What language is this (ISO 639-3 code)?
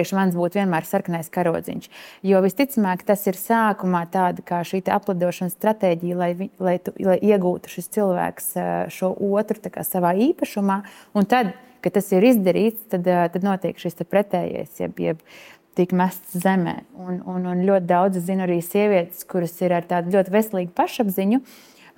lav